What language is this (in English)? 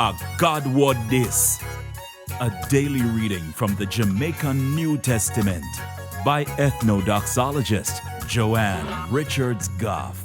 Jamaican Creole English